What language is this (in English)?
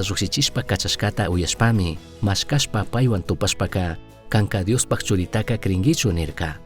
Chimborazo Highland Quichua